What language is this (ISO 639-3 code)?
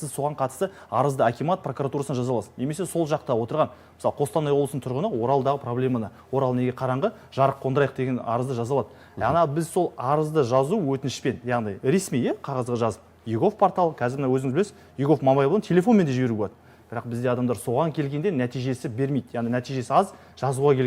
kaz